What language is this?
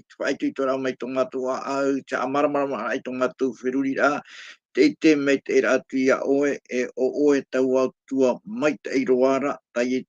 Tahitian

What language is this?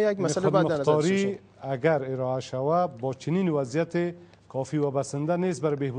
Persian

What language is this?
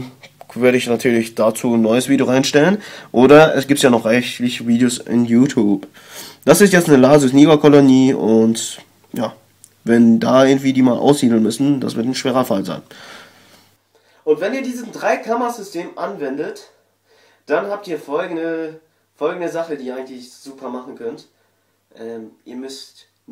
German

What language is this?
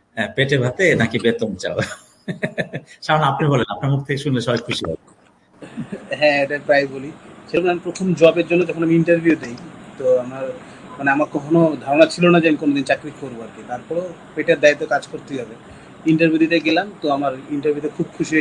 Bangla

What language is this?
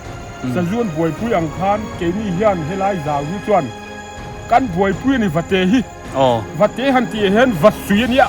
Biete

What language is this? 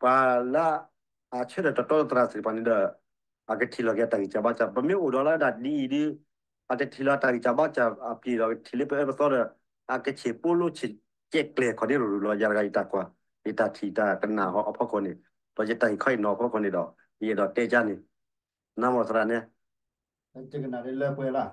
S'gaw Karen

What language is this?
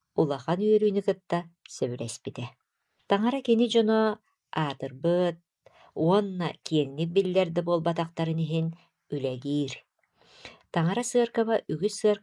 Yakut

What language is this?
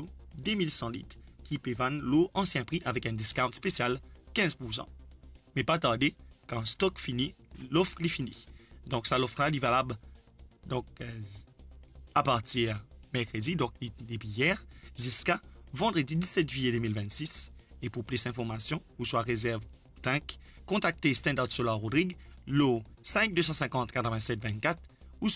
Morisyen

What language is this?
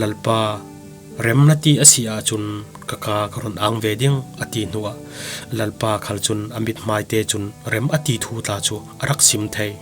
Falam Chin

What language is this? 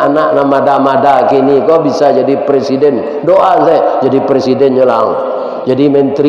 Minangkabau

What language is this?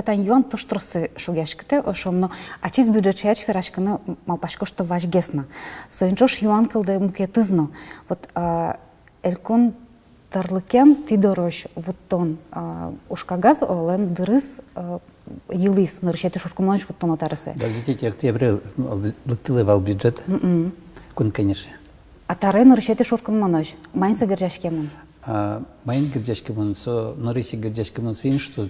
Udmurt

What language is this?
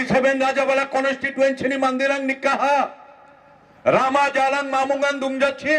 Garo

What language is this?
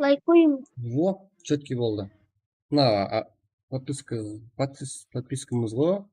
Kara-Kalpak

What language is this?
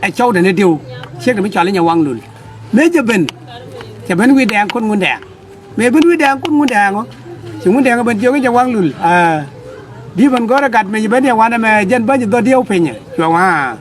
Nuer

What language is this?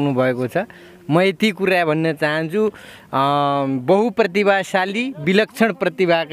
Nepali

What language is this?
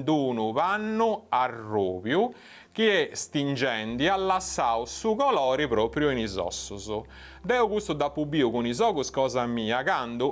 Sardinian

